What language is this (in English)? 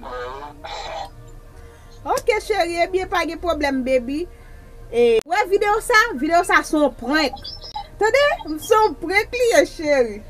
Haitian Creole